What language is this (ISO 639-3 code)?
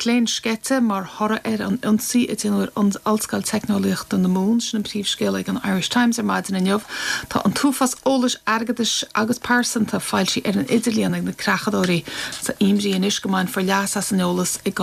gle